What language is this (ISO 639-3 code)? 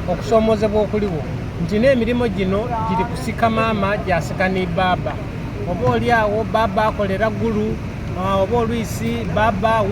xog